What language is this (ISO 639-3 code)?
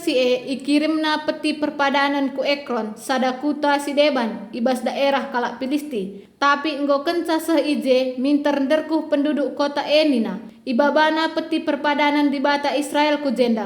btx